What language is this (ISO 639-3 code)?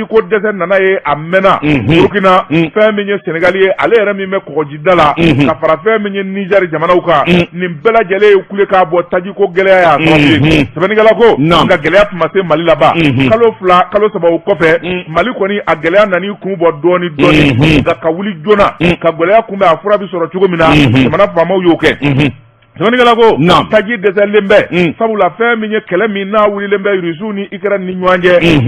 bam